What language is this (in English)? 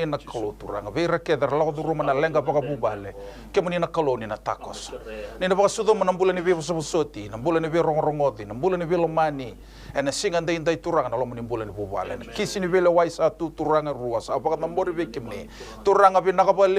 Fijian